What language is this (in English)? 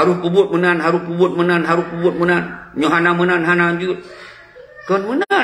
Achinese